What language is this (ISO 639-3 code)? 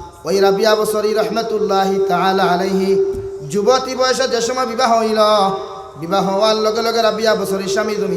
syl